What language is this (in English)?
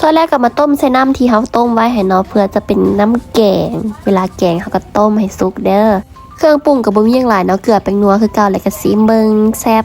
Lao